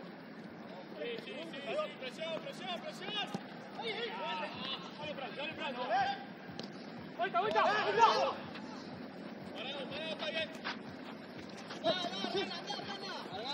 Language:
Spanish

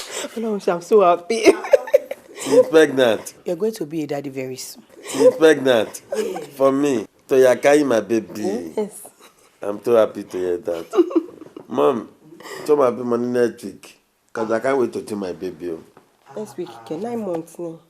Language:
Yoruba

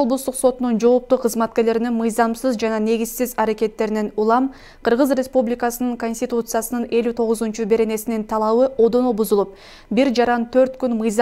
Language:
Kyrgyz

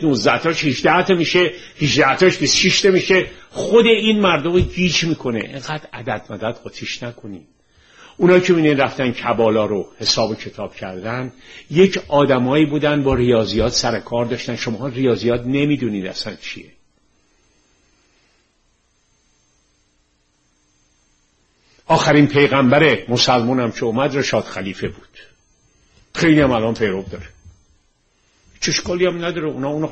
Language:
Persian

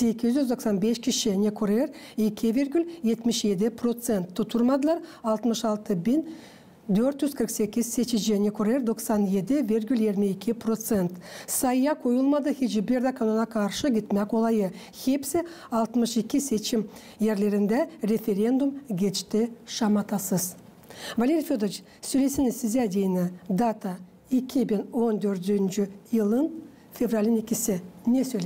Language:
Gagauz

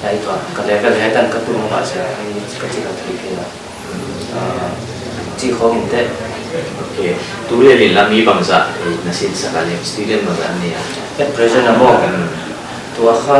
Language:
Paite Chin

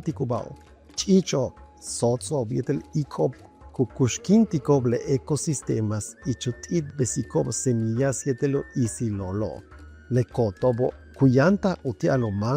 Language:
Yucateco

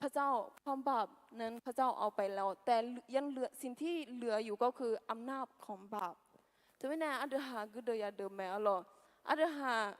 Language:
Akha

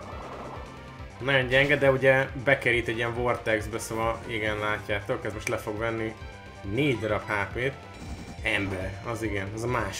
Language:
Hungarian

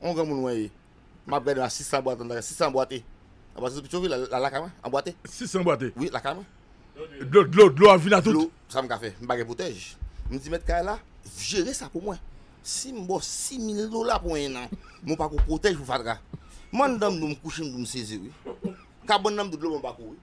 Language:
Haitian Creole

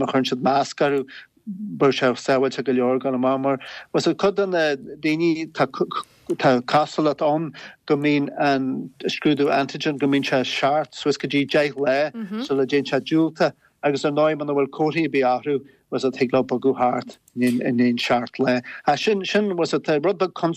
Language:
Irish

